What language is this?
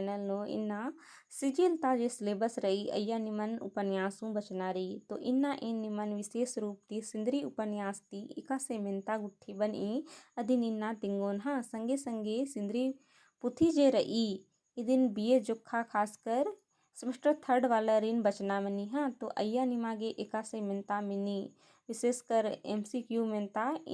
Kurukh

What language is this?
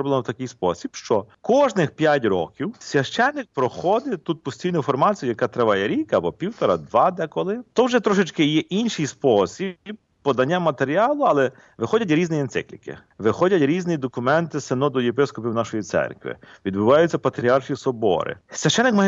Ukrainian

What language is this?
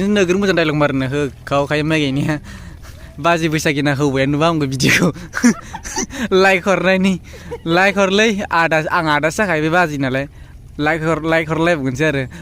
Bodo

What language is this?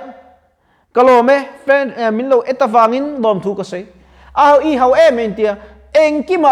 Mizo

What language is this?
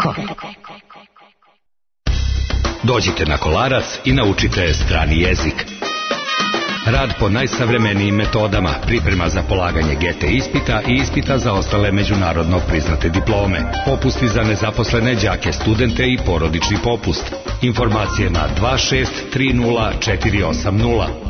Serbian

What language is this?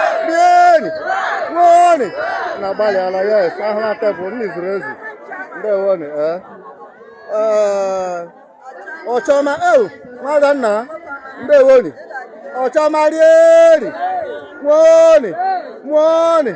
Igbo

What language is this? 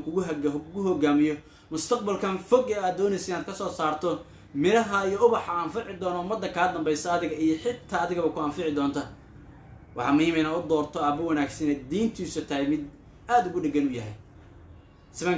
Somali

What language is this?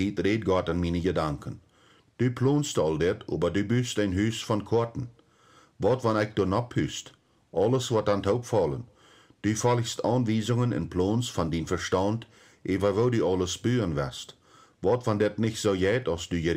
Plautdietsch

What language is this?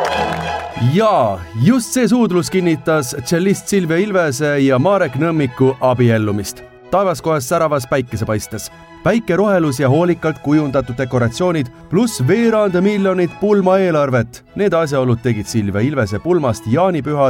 Estonian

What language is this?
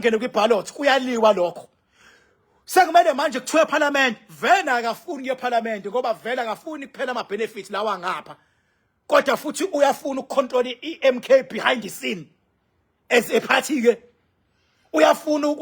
Zulu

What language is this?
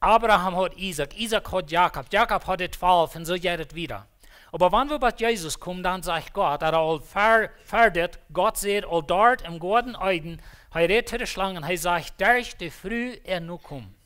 Plautdietsch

